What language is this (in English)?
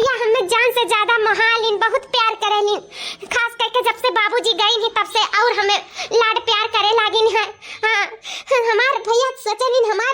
Awadhi